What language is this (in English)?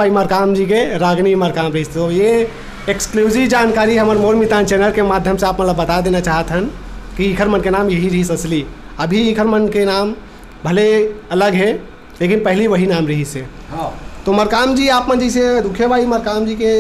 Chhattisgarhi